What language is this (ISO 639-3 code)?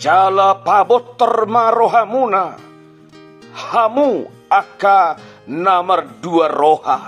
bbc